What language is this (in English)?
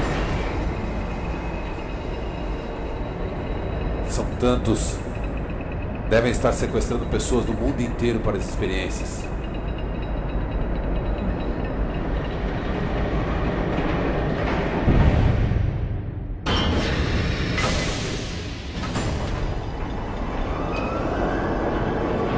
Portuguese